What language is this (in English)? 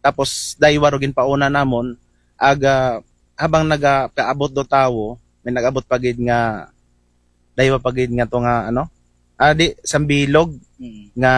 Aklanon